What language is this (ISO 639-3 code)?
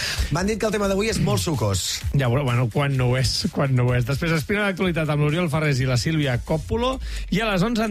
cat